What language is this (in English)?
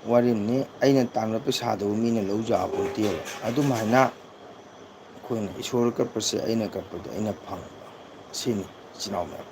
Manipuri